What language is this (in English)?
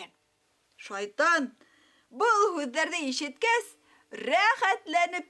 Bashkir